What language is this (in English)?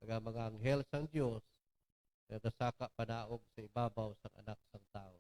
Hiligaynon